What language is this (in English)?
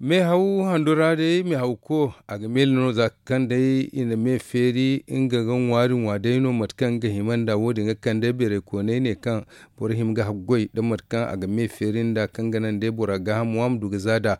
Zarma